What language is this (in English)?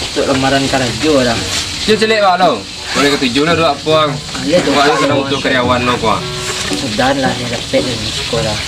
Minangkabau